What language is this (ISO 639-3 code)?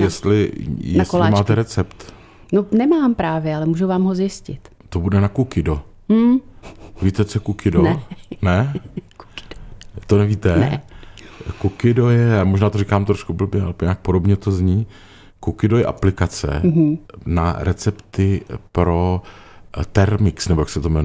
ces